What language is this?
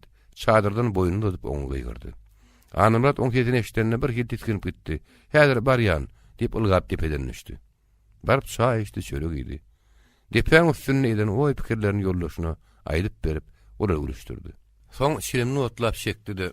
Turkmen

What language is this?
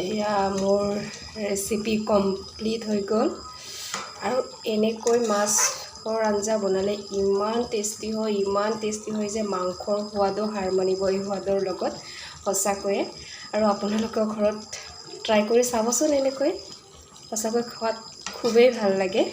Assamese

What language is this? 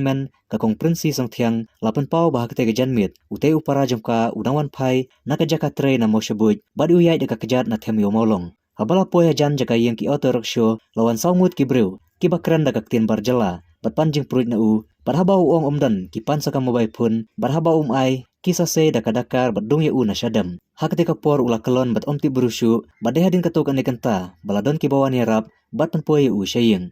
Khasi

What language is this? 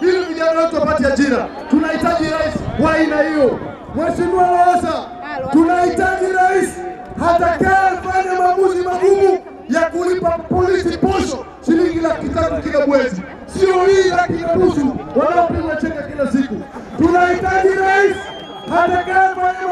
Swahili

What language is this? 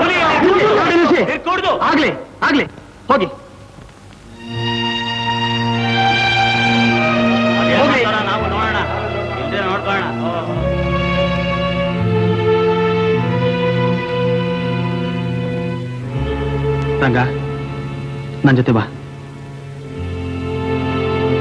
Kannada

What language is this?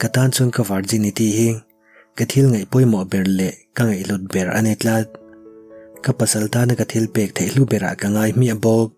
Mizo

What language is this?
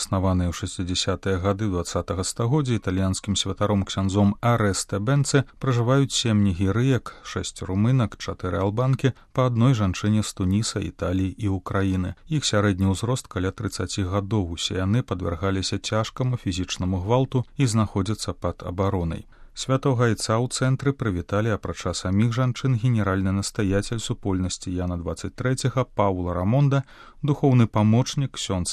Belarusian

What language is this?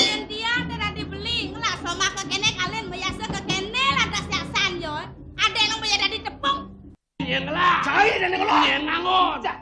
Balinese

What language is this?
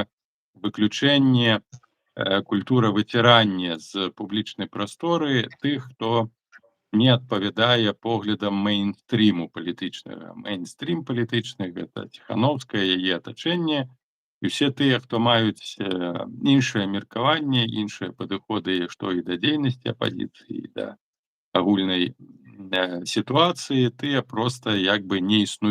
Belarusian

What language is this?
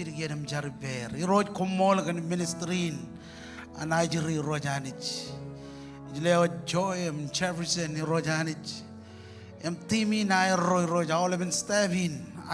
Marshallese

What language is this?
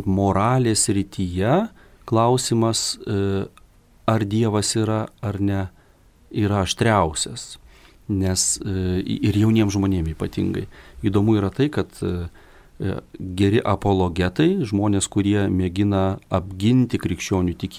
Lithuanian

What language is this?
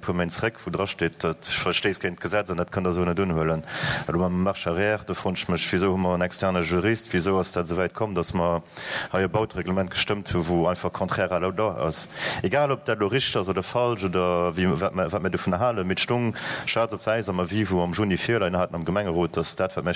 Luxembourgish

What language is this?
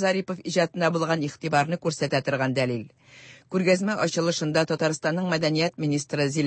Tatar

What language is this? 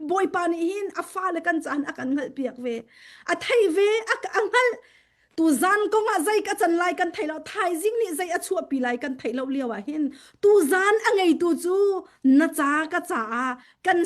Hakha Chin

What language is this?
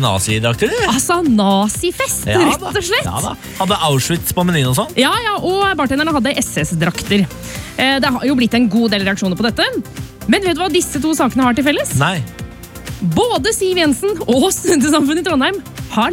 Norwegian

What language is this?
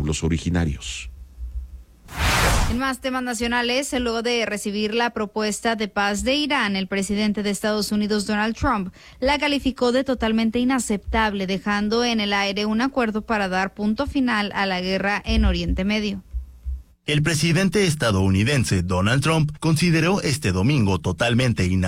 Spanish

